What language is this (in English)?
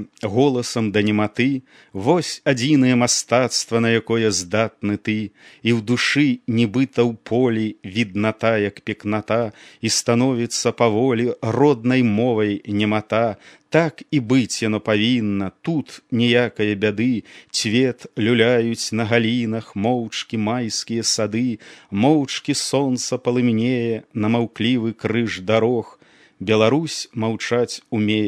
Belarusian